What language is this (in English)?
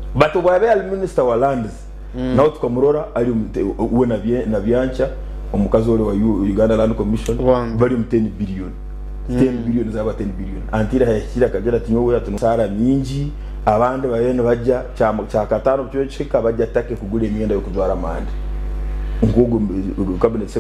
Nyankole